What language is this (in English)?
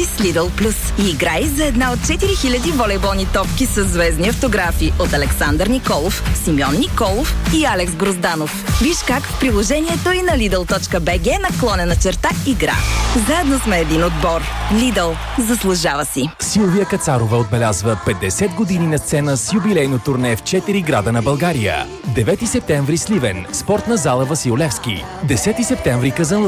Bulgarian